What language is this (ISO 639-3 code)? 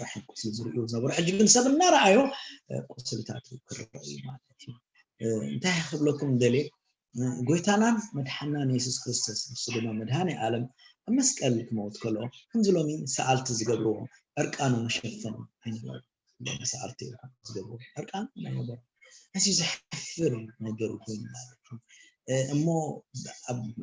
tir